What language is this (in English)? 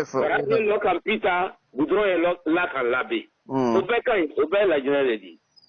Bambara